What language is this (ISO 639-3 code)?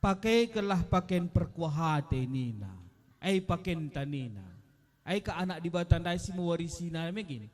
btx